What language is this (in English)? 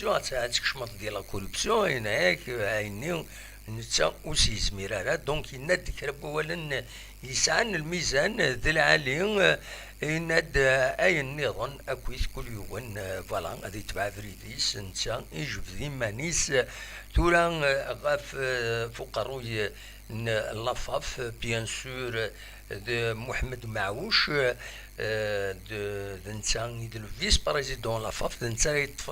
Kabyle